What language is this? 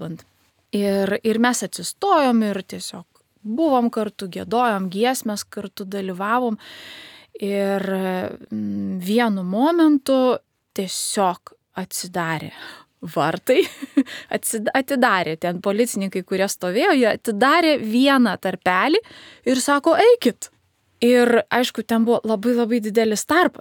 Lithuanian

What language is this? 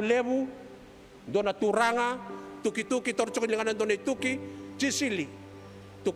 Fijian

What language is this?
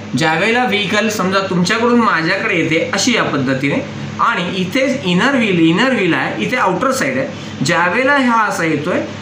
Marathi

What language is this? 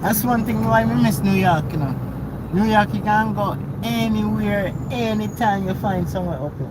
Jamaican Creole English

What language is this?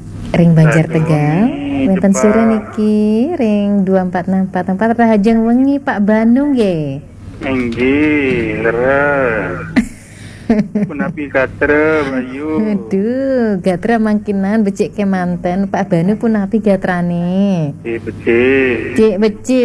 Balinese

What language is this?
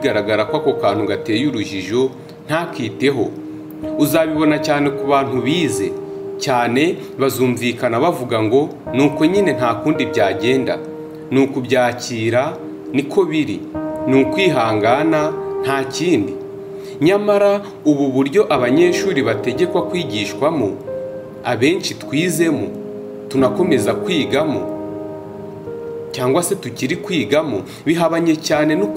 Kinyarwanda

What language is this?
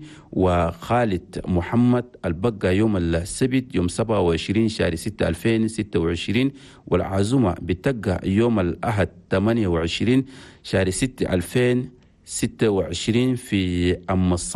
Chadian Arabic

